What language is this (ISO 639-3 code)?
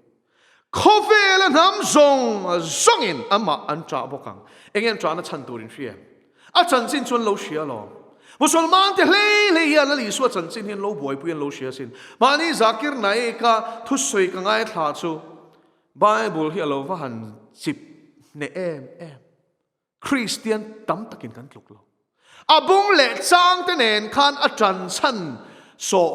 lus